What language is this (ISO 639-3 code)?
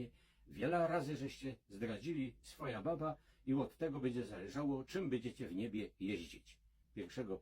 szl